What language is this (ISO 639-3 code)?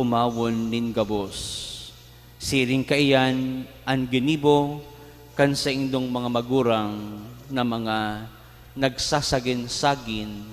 bik